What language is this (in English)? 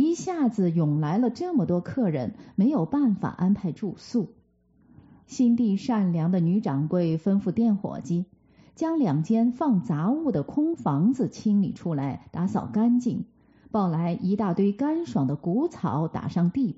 Chinese